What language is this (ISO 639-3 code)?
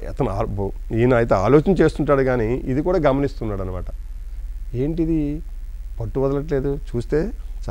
tel